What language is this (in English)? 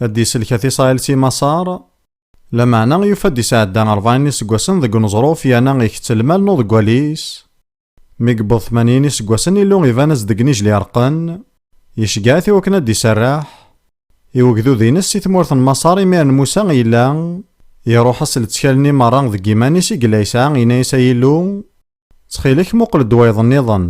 Kabyle